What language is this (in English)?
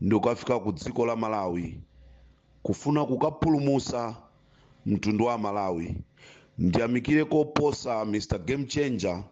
Nyanja